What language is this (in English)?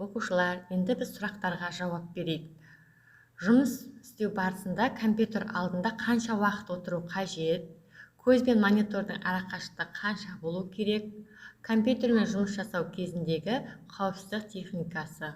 Kazakh